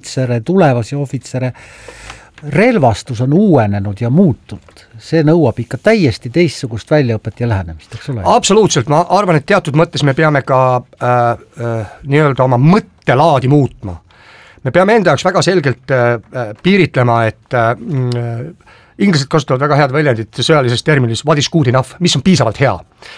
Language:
Estonian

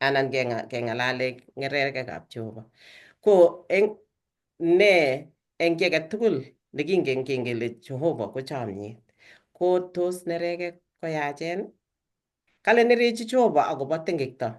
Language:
Kalenjin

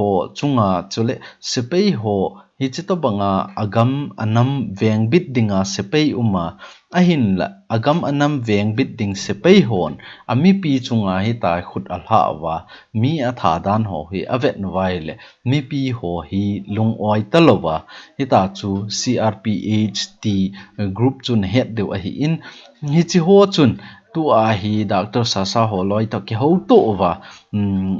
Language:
Thado Chin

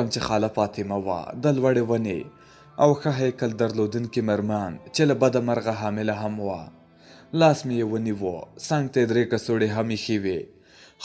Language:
Pashto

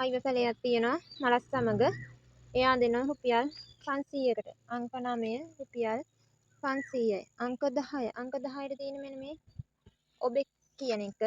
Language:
Sinhala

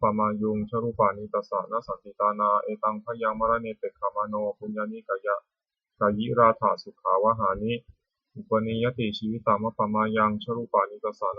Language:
Pali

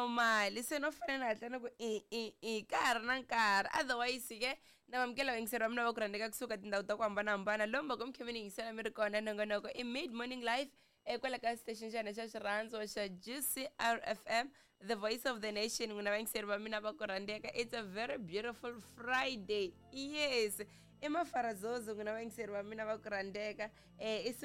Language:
Tsonga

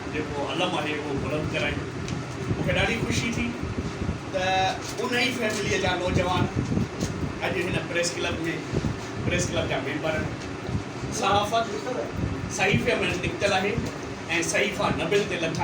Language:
Sindhi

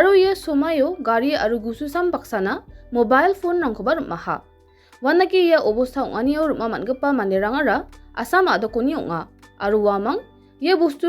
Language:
Garo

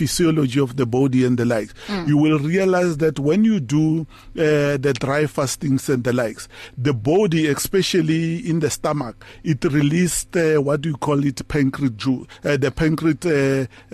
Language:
English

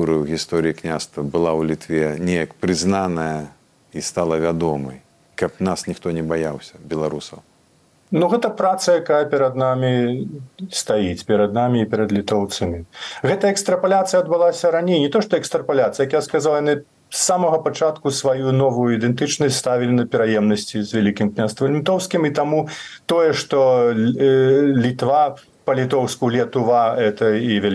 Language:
Belarusian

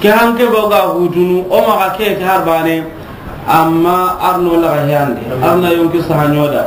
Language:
Soninke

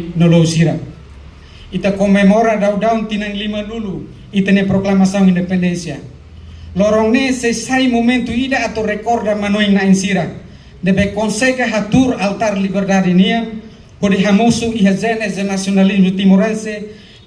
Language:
Tetum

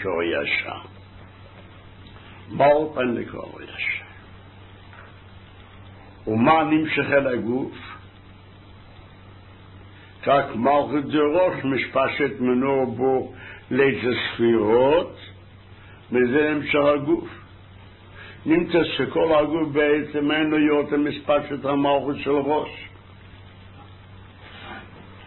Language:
Hebrew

